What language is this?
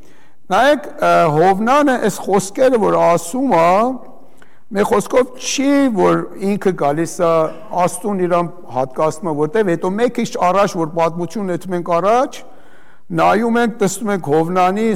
Armenian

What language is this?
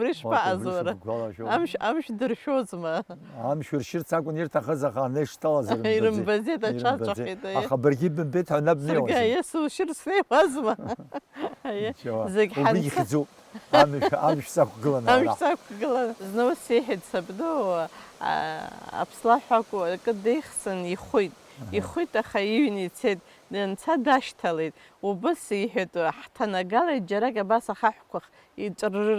Abkhazian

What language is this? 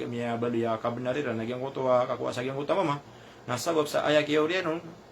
Maranao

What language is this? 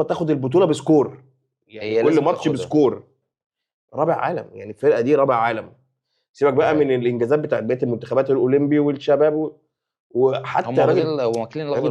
Egyptian Arabic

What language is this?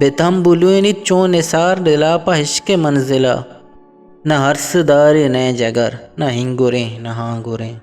Eastern Balochi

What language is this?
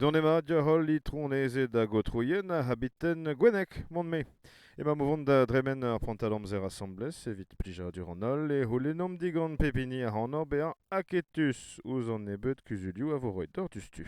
Breton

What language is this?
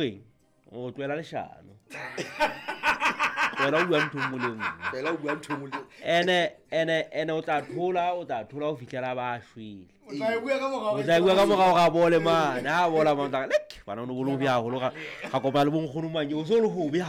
Southern Sotho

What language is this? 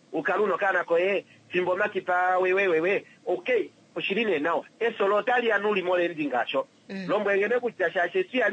Kuanyama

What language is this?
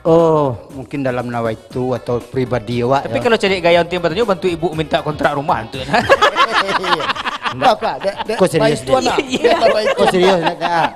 Minangkabau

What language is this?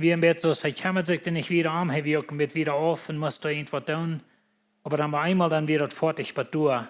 Plautdietsch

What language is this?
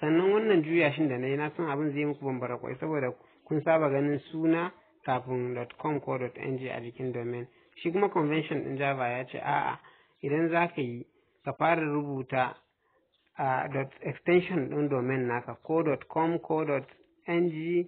Hausa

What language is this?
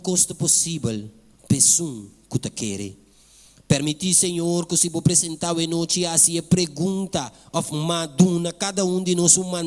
Papiamento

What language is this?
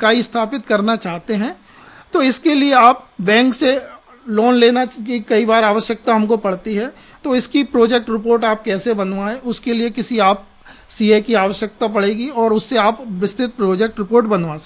Hindi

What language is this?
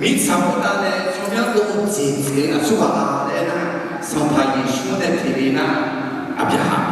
Akha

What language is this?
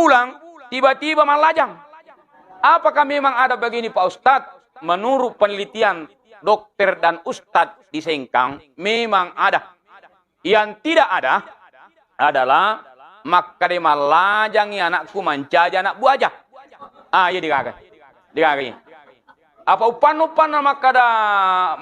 Buginese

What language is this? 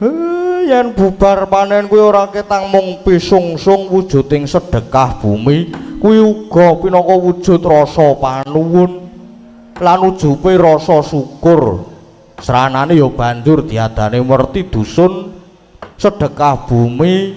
Javanese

